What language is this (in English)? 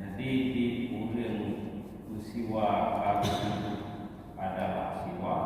Achinese